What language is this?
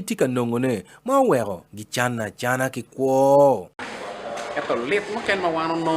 Acoli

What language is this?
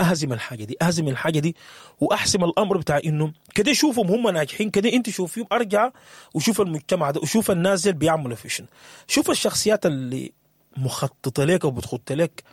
Sudanese Arabic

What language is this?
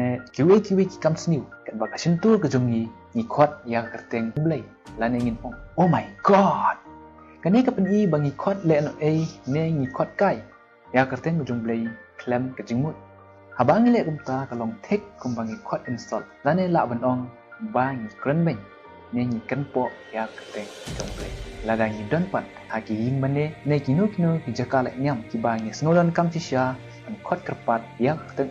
Khasi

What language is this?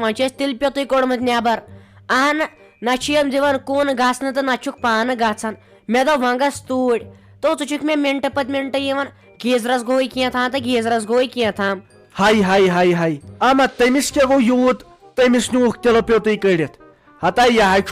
Kashmiri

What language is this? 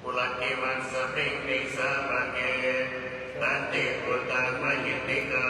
Pali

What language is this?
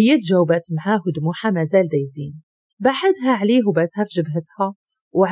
Moroccan Arabic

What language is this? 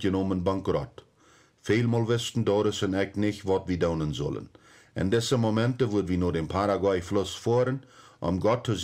Plautdietsch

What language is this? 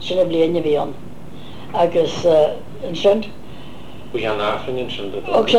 Irish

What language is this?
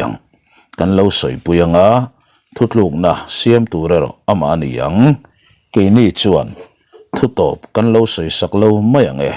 Mizo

